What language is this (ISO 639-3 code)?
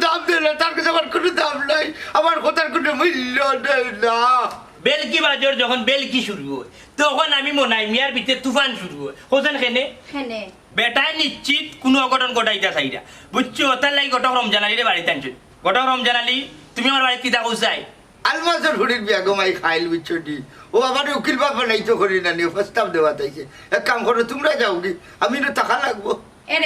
syl